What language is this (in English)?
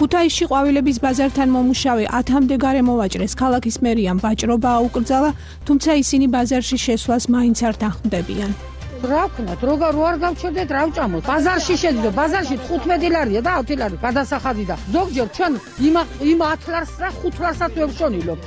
Georgian